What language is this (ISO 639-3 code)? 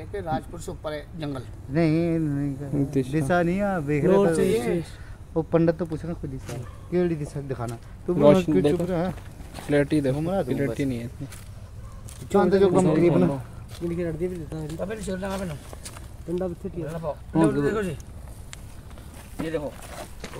hin